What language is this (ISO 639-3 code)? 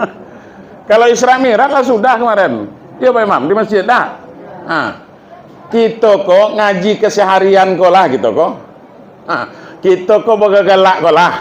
min